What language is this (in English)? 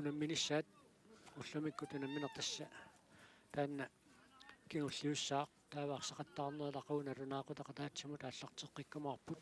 Kalaallisut